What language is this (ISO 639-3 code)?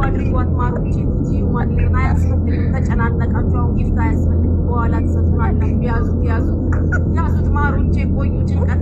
amh